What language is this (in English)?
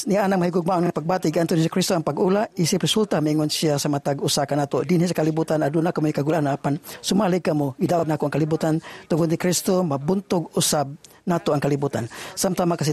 Cebuano